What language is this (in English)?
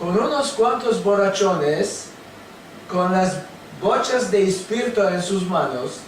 Ladino